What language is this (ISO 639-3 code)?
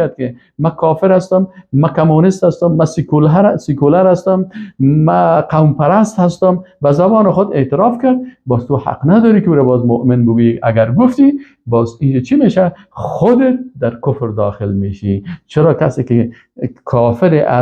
fas